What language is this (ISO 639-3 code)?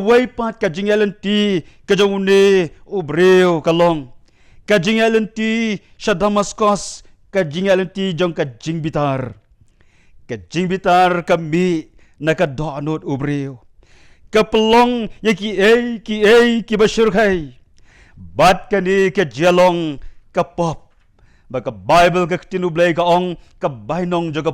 kha